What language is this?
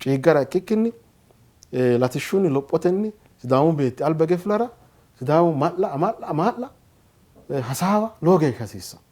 Sidamo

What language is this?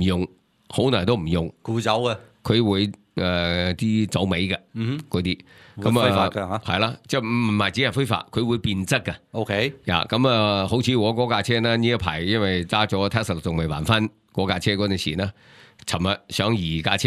Cantonese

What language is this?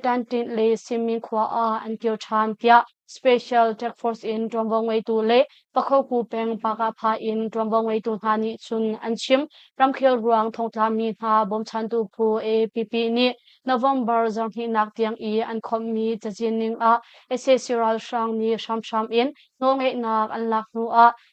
Hakha Chin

